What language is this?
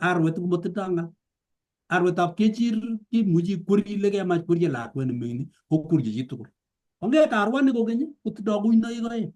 Kalenjin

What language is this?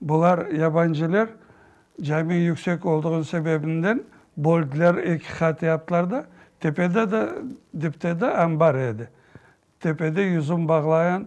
Crimean Tatar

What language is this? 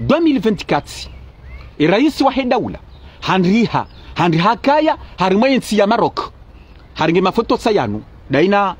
Ngazidja Comorian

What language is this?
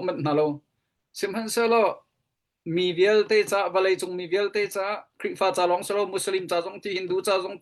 Hakha Chin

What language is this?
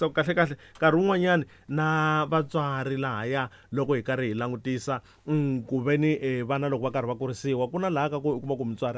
Tsonga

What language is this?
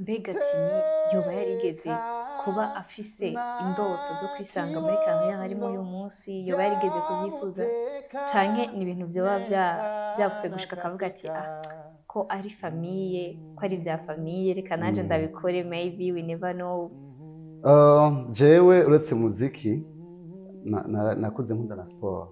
Rundi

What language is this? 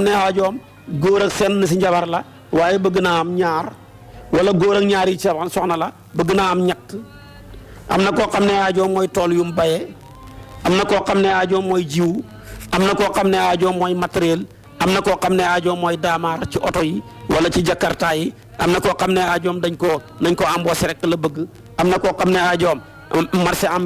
Wolof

